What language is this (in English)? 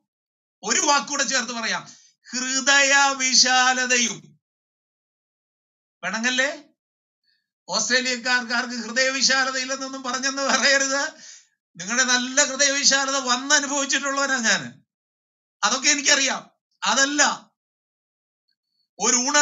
Malayalam